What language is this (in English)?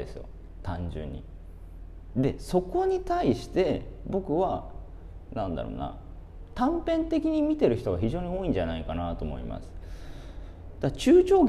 Japanese